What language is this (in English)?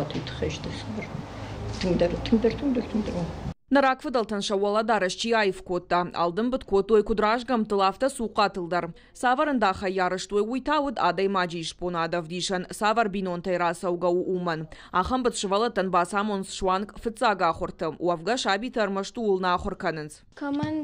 Ossetic